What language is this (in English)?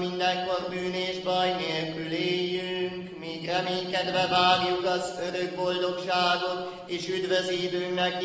Hungarian